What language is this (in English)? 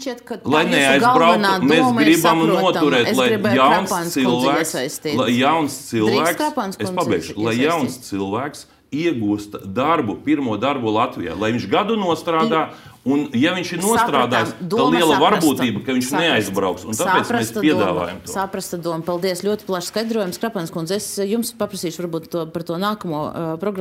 Latvian